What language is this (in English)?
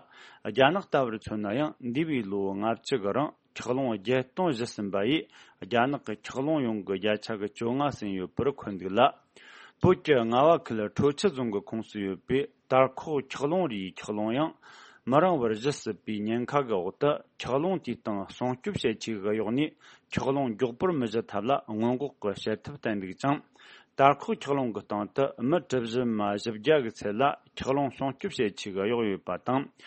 Tibetan